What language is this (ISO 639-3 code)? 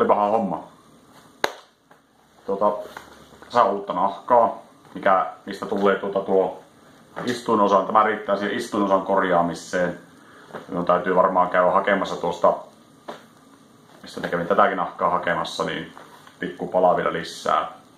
fin